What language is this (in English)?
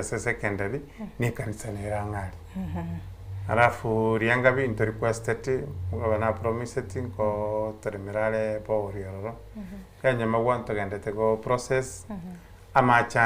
Gusii